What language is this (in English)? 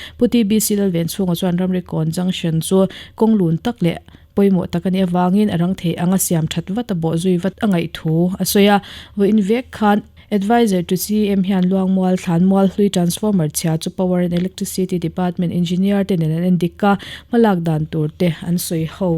Mizo